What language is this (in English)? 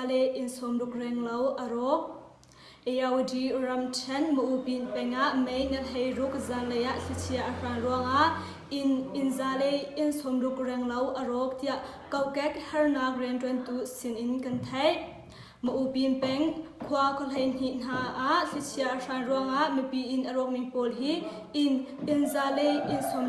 Hakha Chin